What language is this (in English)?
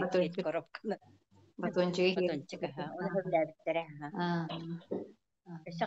Yakut